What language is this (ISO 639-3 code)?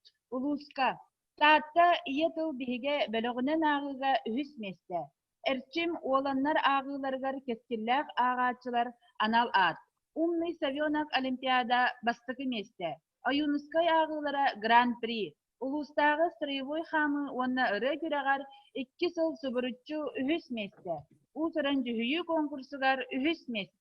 sah